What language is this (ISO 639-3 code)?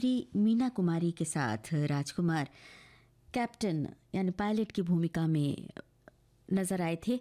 hin